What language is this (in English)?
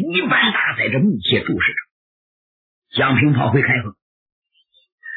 Chinese